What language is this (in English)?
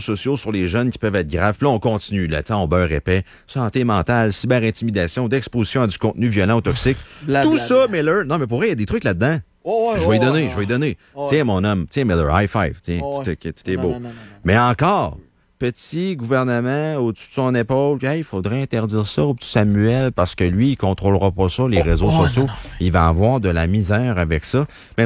French